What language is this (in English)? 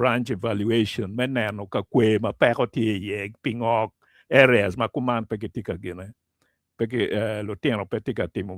Acoli